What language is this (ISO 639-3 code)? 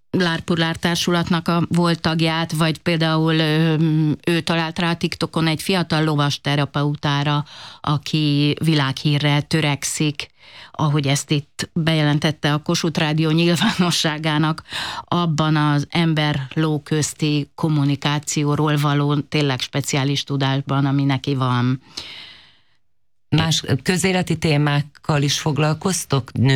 hun